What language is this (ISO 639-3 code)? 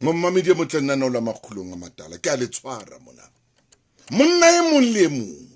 sot